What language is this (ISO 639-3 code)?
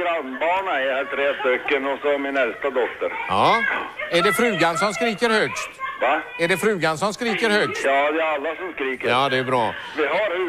swe